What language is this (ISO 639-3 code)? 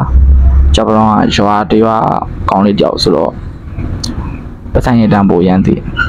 mya